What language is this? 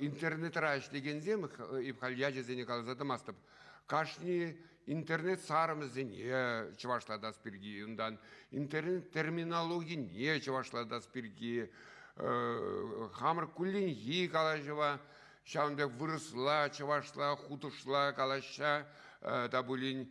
Chuvash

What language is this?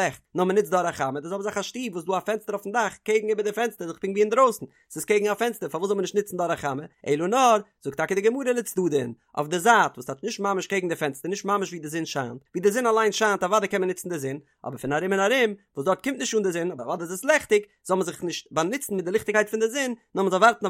Yiddish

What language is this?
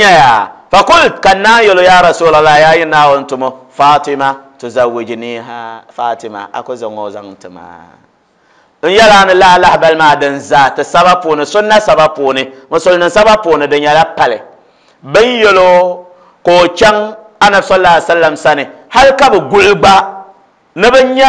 Dagbani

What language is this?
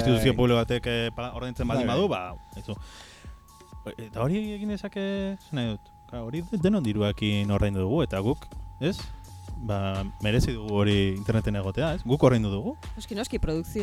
Basque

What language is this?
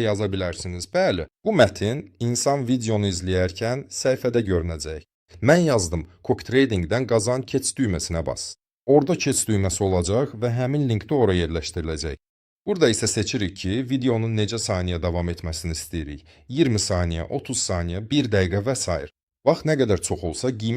Azerbaijani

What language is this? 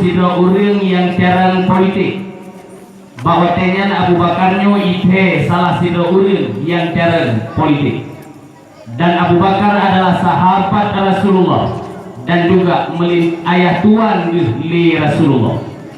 Achinese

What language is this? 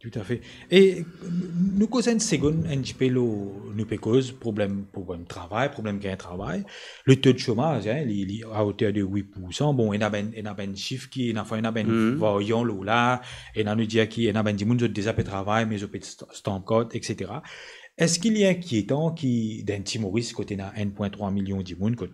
Morisyen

